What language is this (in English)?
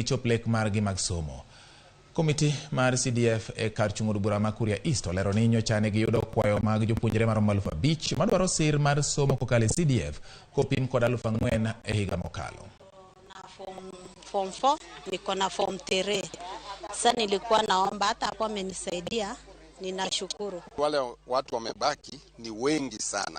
Luo (Kenya and Tanzania)